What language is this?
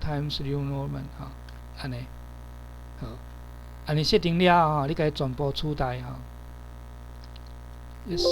Min Nan Chinese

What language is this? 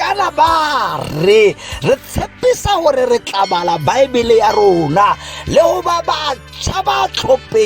Tswana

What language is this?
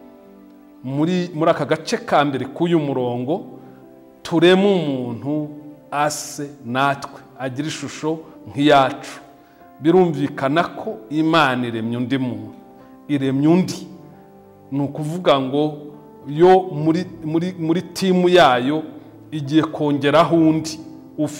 Kinyarwanda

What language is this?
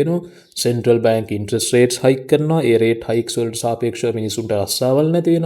Sinhala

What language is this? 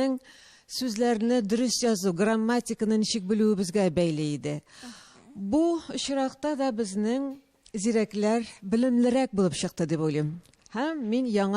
Tatar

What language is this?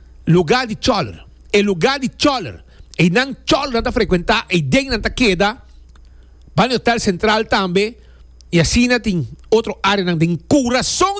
Papiamento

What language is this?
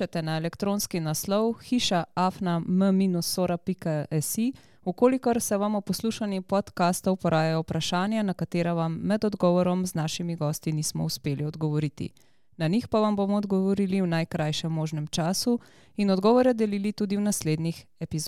Slovenian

